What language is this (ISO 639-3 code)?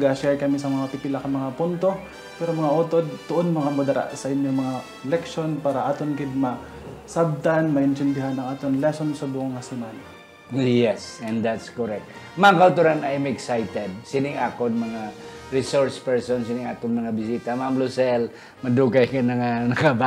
hil